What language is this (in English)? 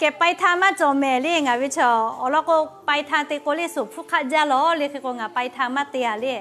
Lahu